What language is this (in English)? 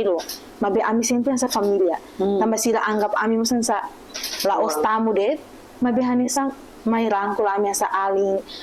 Tetum